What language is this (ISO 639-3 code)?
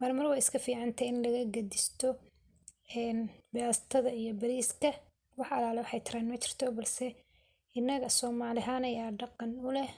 som